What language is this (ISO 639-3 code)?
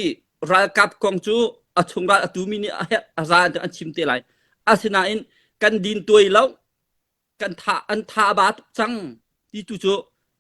cnh